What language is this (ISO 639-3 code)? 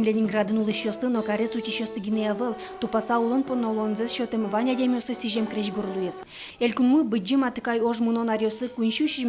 udm